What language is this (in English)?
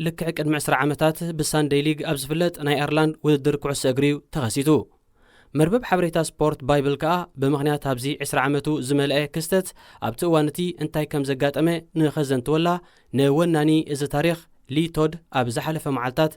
Tigrinya